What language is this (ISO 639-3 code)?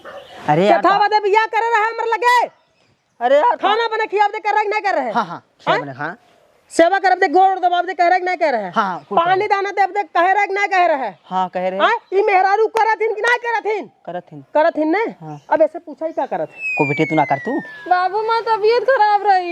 awa